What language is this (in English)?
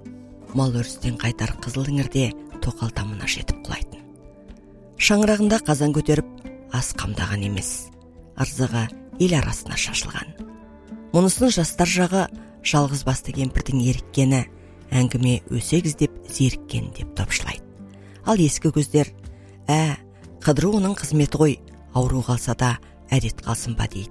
Kazakh